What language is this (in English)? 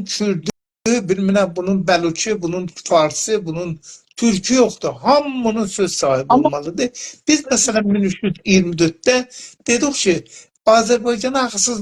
South Azerbaijani